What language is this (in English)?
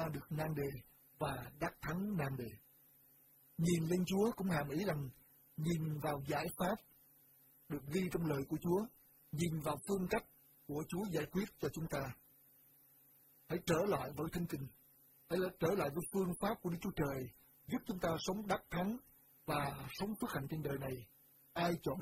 Vietnamese